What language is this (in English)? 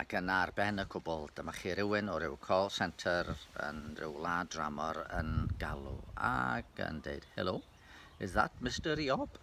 Welsh